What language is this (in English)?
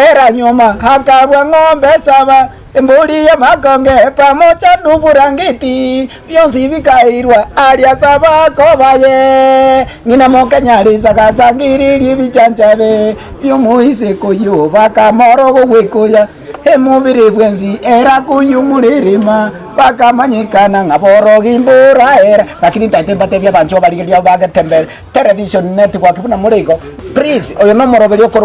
Gusii